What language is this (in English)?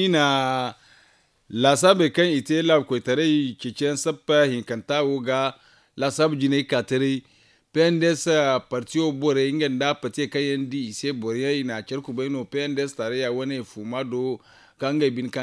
Zarma